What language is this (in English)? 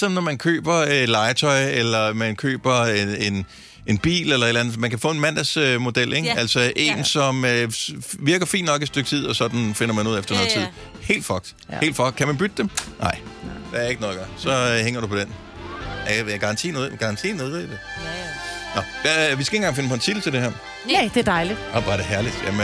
Danish